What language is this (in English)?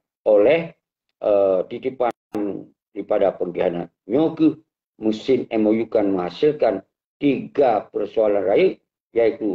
Achinese